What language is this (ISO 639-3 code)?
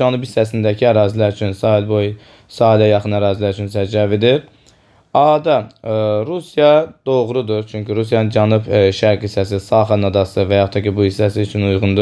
aze